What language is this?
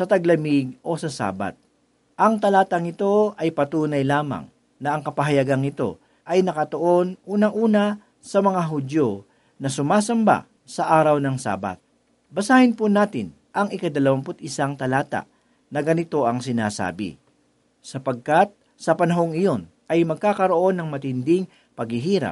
Filipino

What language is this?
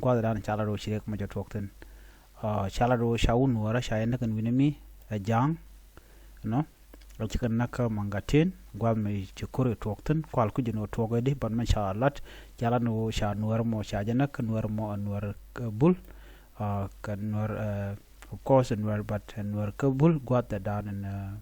Nuer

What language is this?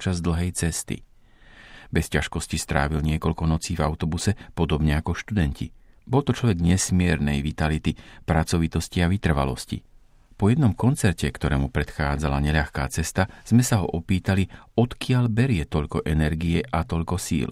Slovak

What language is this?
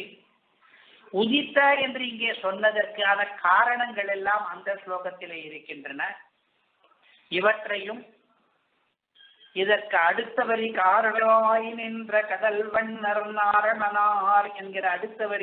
Tamil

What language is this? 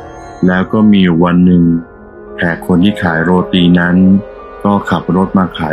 Thai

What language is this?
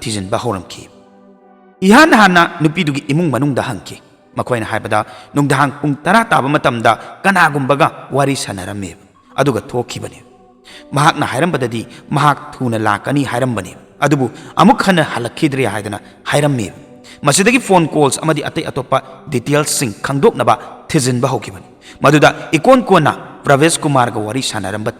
Manipuri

